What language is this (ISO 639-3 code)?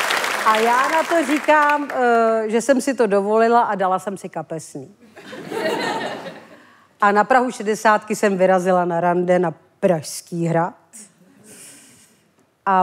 ces